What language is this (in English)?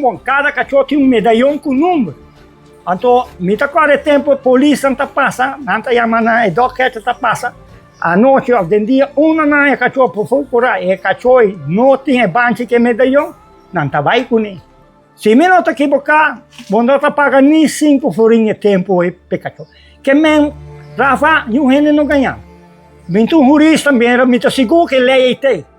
Papiamento